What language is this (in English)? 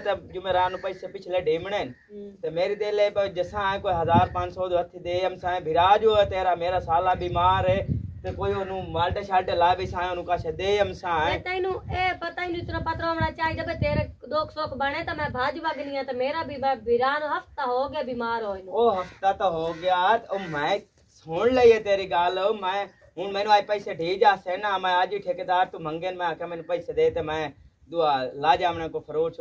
Punjabi